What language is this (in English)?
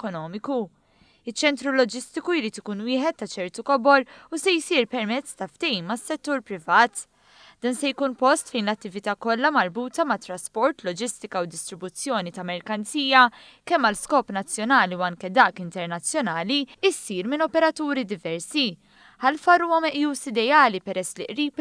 Maltese